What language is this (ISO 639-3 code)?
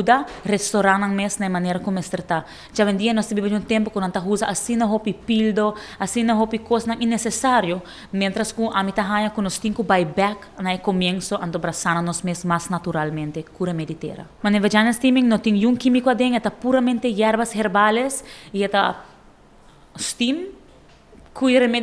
pap